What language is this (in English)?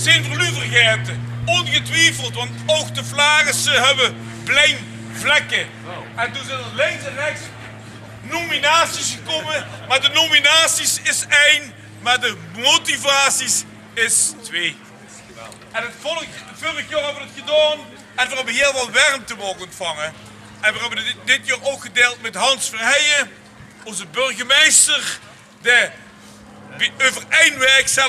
Limburgish